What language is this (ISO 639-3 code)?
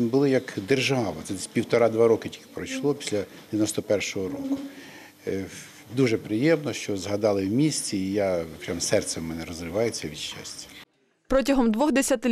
ukr